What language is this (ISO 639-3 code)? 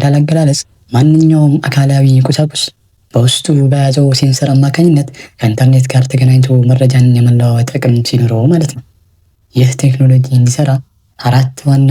amh